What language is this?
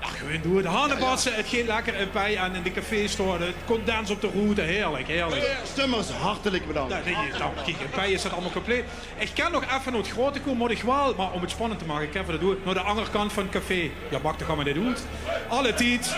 Limburgish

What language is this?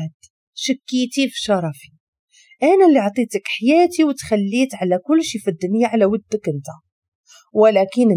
Moroccan Arabic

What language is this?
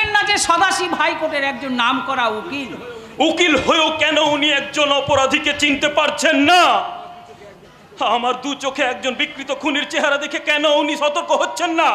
Bangla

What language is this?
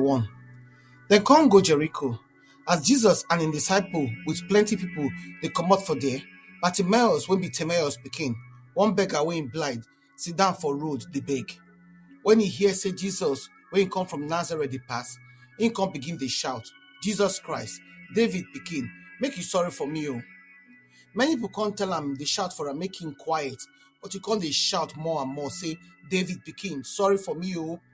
Nigerian Pidgin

